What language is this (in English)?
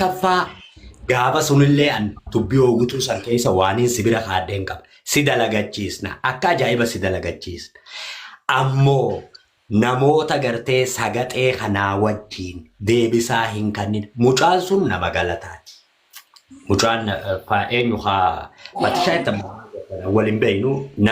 Oromo